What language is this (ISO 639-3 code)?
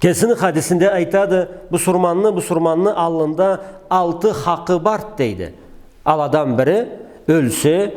krc